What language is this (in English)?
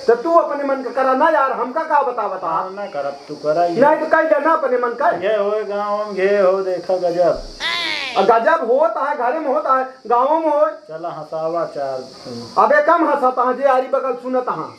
Awadhi